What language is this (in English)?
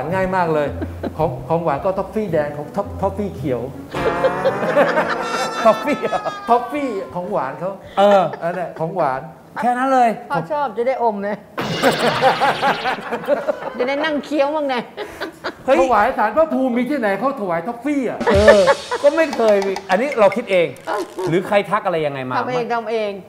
Thai